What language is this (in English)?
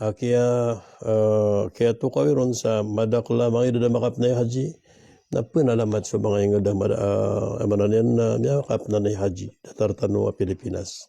Maranao